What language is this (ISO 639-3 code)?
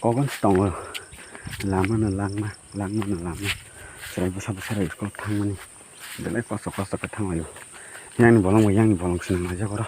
trp